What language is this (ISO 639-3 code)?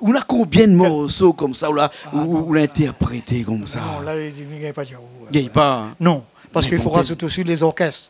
rcf